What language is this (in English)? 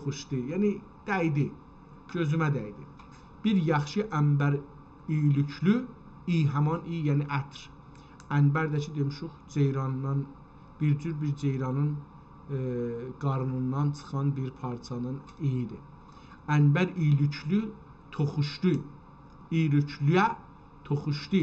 South Azerbaijani